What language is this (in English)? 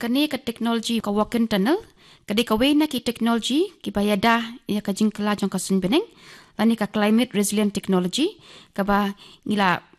Khasi